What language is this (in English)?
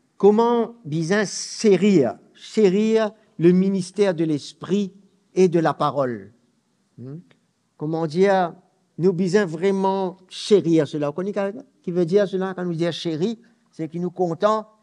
Morisyen